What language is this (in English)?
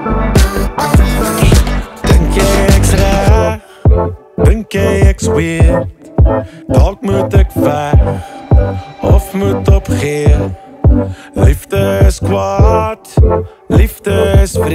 Afrikaans